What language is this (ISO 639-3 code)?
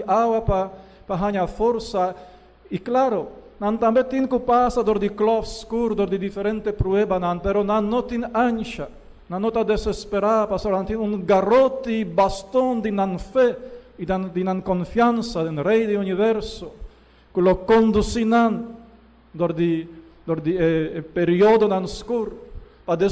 pap